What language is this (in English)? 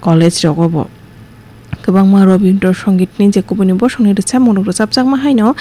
Kok Borok